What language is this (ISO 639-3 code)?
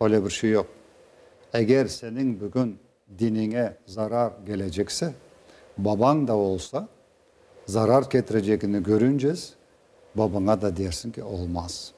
crh